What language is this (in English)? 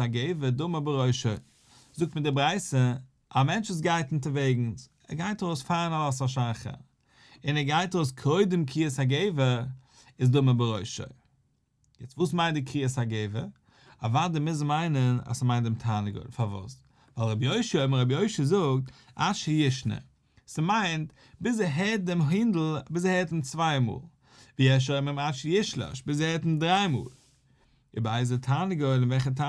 Yiddish